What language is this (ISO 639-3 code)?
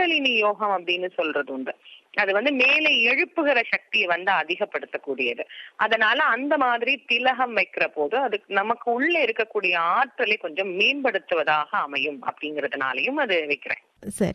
tam